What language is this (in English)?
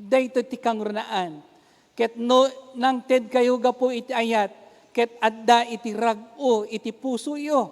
Iloko